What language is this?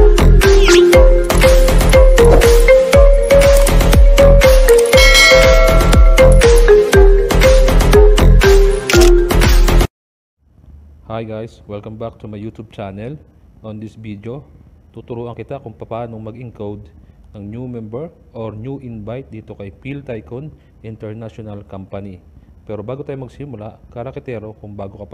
Filipino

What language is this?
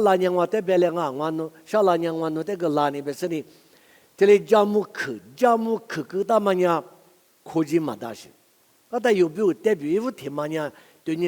Lisu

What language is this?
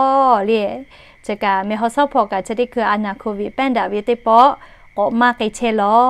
Lahu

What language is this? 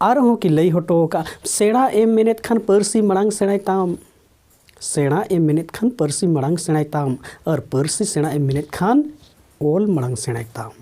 Santali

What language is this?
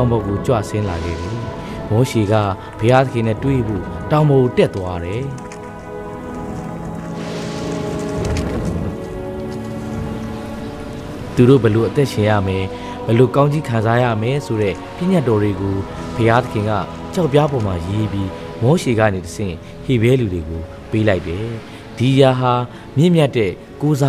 Burmese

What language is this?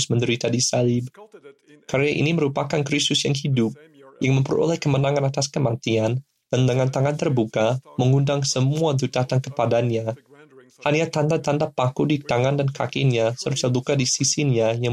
Indonesian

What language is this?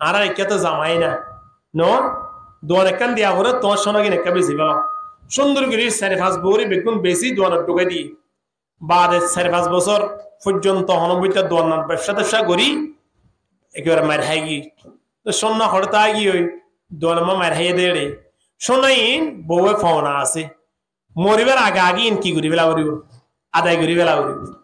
Rohingya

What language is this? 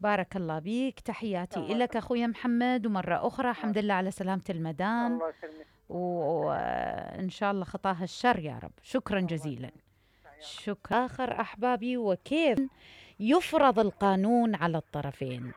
Mesopotamian Arabic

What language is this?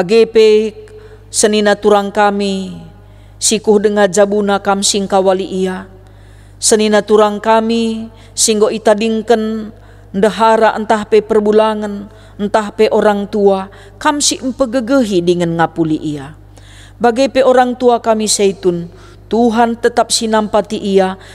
Batak Karo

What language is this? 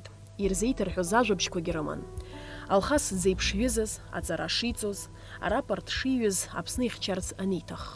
Abkhazian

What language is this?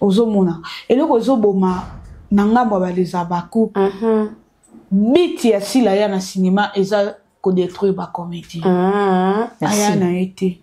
Lingala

